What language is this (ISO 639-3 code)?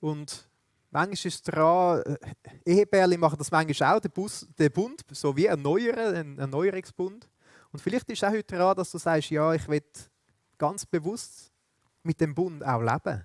gsw